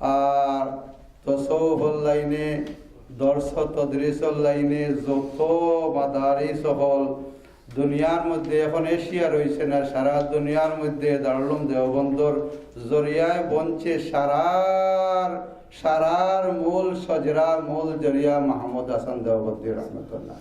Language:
Sylheti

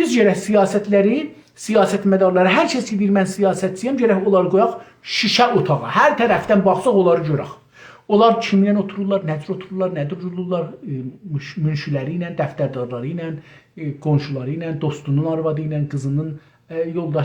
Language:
South Azerbaijani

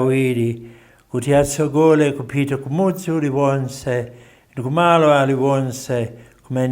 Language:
Nyanja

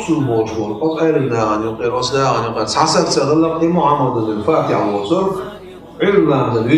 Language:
Chechen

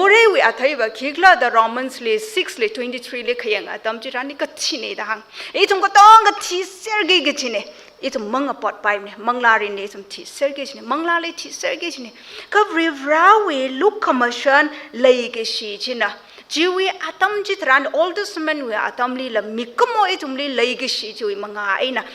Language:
Tangkhul Naga (India)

